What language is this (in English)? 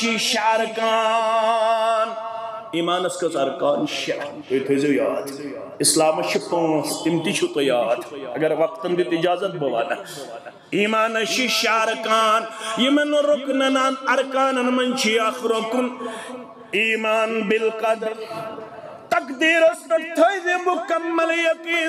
Kashmiri